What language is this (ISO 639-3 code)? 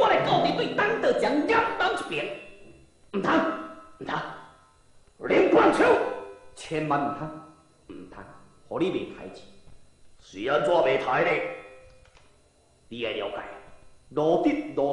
nan